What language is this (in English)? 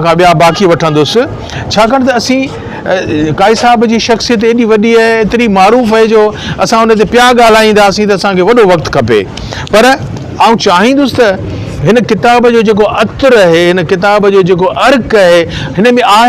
Sindhi